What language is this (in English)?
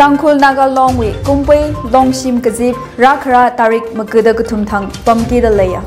Tangkhul Naga (India)